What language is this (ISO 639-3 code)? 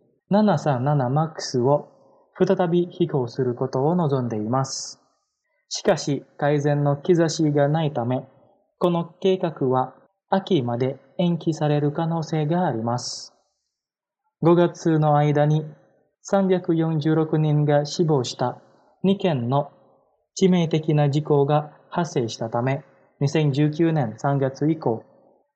jpn